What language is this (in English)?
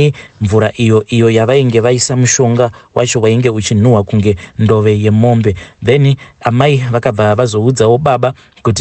Shona